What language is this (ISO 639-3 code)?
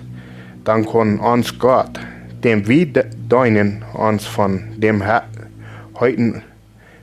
pdt